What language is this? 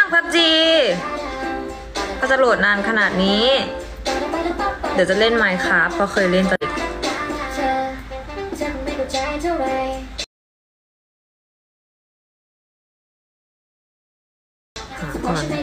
Thai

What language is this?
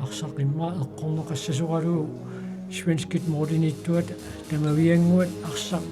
Kalaallisut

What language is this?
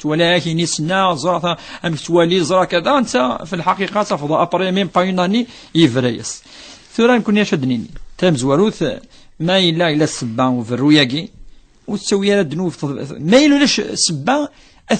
Kabyle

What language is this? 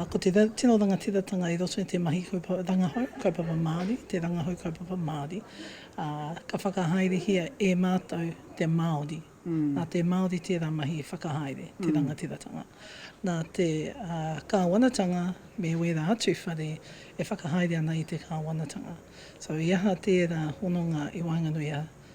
Māori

